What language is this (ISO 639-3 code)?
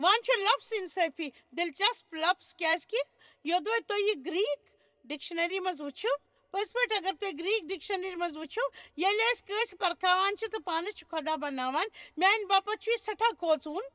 kas